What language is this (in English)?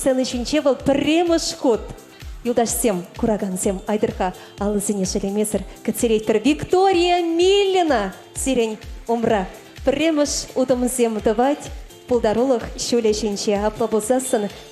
Chuvash